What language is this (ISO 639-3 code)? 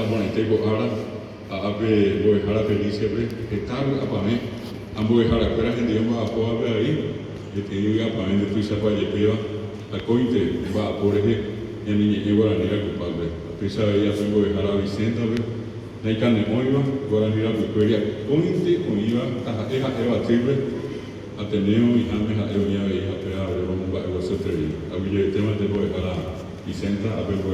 grn